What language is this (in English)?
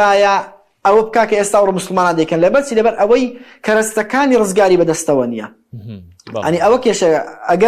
Central Kurdish